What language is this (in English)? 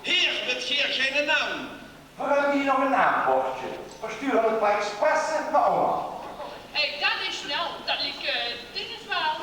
Limburgish